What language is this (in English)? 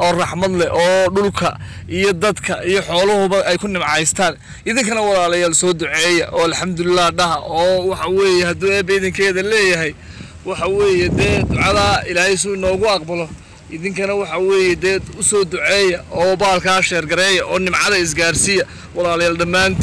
Somali